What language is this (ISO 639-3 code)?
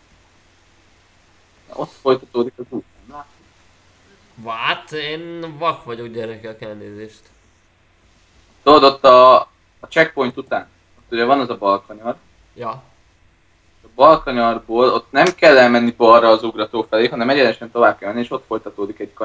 hun